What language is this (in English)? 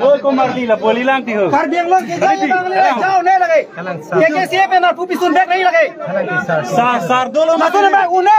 Karbi